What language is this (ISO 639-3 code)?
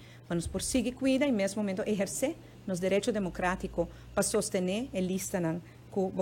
pap